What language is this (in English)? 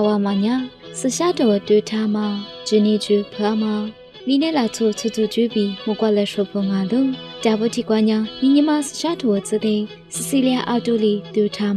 Lisu